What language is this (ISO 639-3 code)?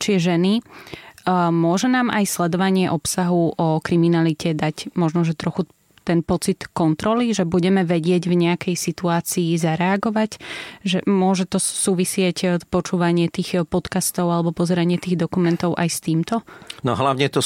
slk